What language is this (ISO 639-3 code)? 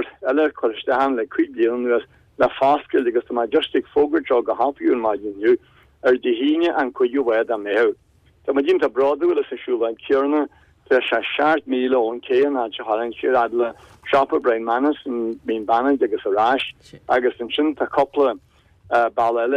gle